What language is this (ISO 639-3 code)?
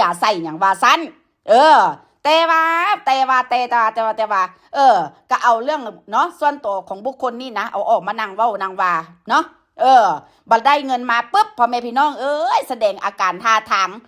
tts